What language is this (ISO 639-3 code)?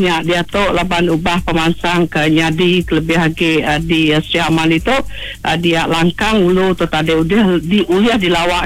iba